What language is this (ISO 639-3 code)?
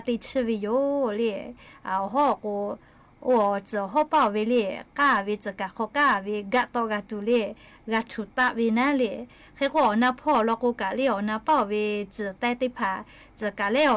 lhu